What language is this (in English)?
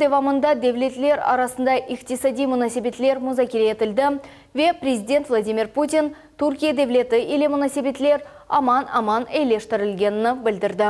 Crimean Tatar